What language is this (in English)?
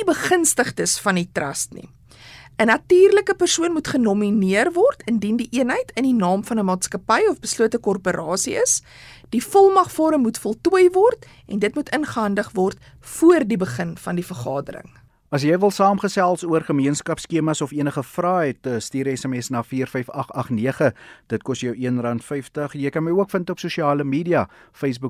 Afrikaans